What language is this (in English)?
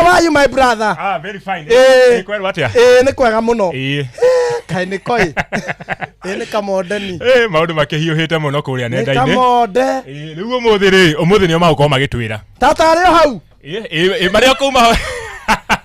Kikuyu